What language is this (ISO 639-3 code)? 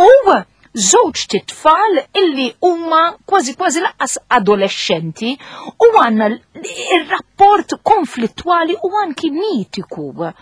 mlt